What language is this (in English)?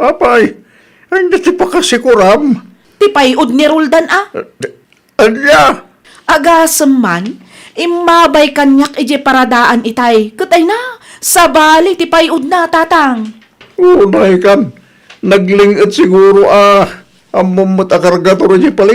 Iloko